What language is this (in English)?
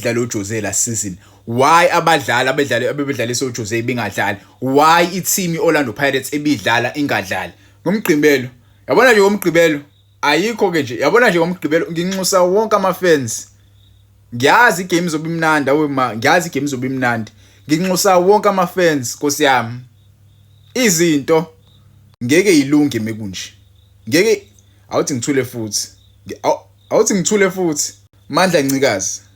Zulu